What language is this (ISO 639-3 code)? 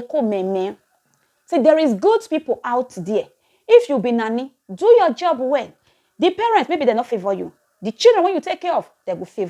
pcm